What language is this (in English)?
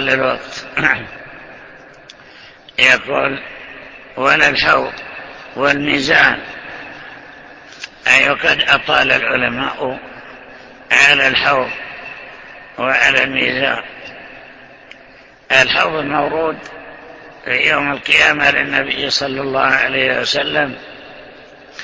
Arabic